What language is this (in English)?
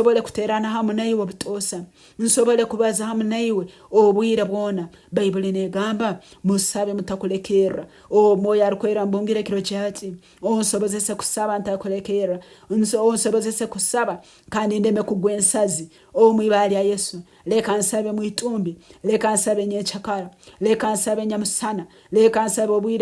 Nyankole